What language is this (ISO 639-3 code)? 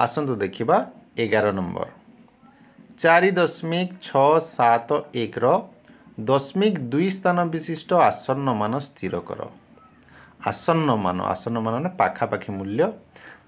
ori